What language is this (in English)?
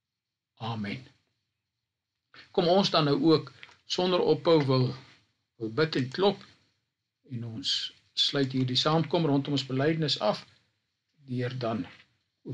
Afrikaans